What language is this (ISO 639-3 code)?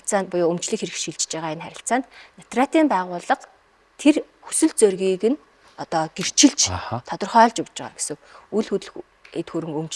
mon